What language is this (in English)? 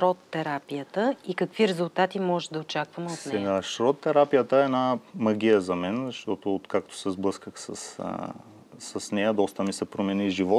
Bulgarian